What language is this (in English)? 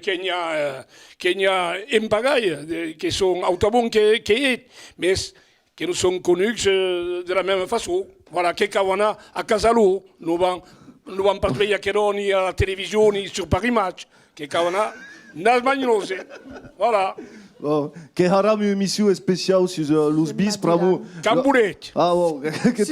Occitan